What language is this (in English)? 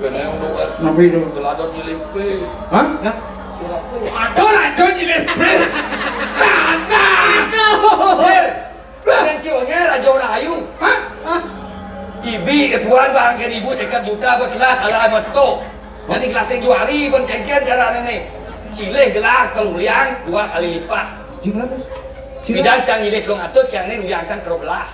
Balinese